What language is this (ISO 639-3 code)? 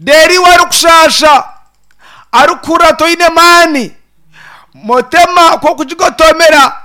nyn